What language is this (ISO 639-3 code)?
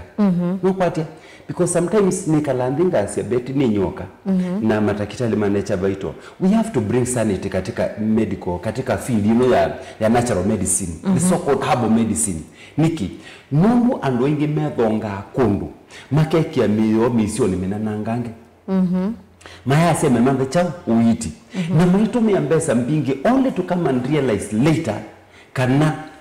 kam